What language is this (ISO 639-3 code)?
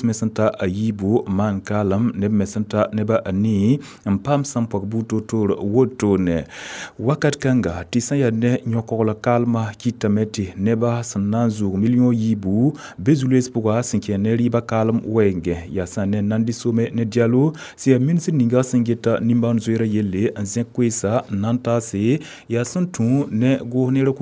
mos